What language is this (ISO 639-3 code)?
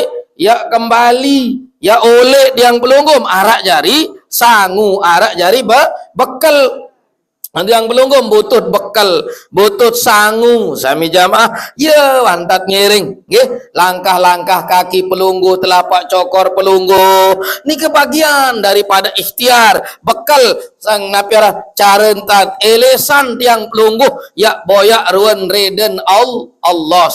sas